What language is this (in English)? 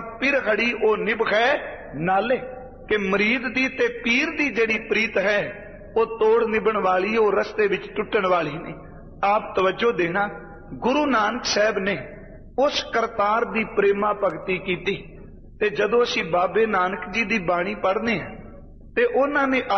Punjabi